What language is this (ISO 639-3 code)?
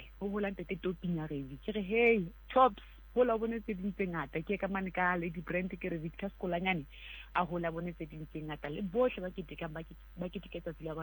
sot